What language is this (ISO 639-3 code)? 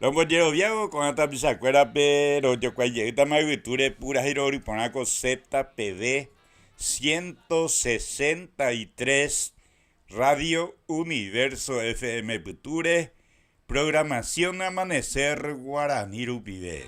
grn